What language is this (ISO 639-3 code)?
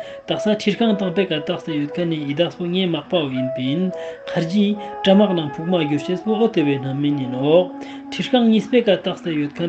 lbj